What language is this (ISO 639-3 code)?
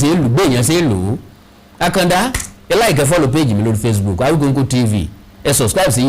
yor